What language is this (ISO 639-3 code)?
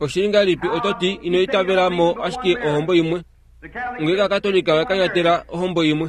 kua